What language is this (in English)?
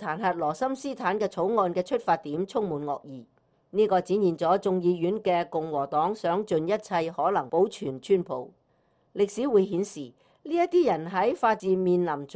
Cantonese